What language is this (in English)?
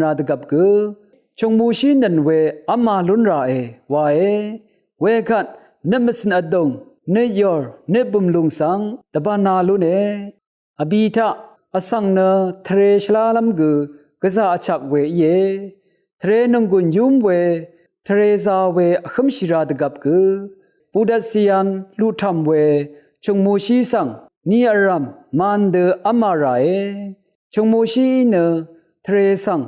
Rawang